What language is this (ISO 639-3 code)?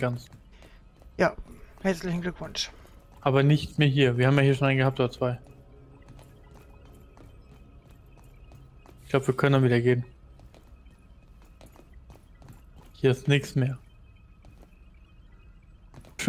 deu